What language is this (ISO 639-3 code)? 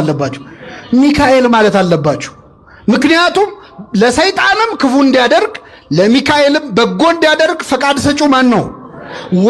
amh